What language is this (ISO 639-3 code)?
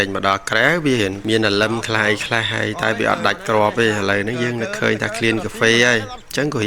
khm